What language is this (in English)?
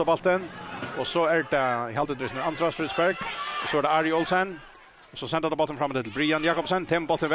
Faroese